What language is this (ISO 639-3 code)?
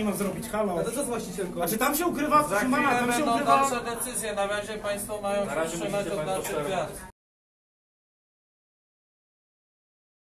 pol